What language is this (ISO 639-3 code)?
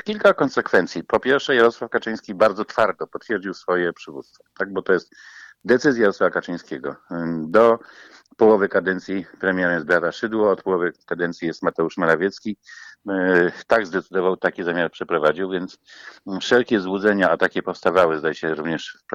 pol